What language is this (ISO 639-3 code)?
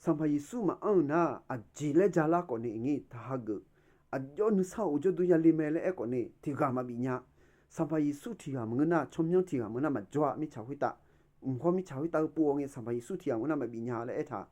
ahk